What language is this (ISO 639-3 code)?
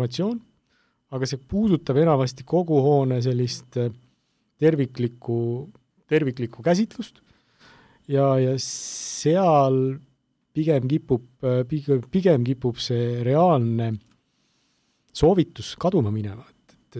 est